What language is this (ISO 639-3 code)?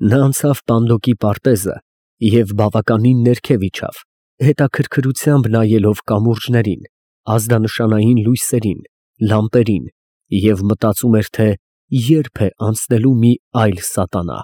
hye